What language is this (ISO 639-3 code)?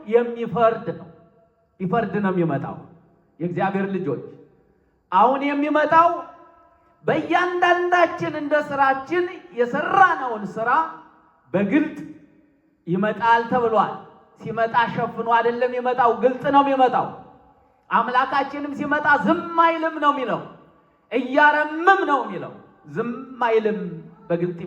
amh